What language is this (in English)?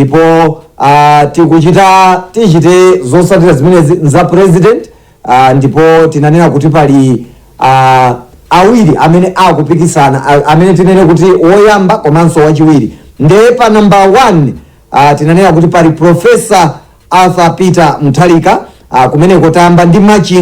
Nyanja